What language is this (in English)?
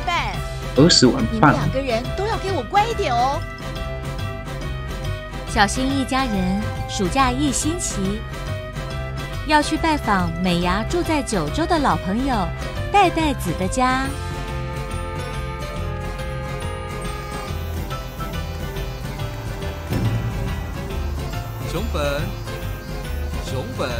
Chinese